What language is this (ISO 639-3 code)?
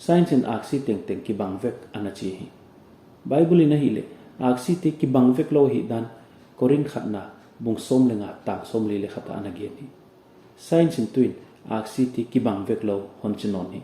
pck